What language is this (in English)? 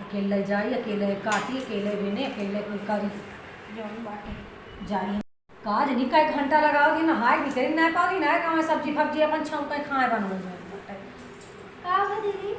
Awadhi